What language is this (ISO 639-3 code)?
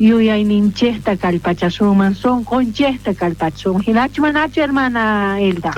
quh